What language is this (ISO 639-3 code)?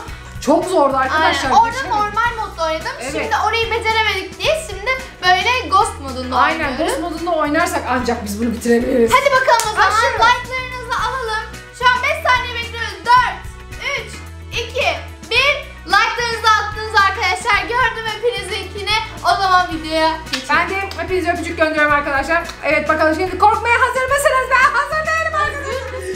tur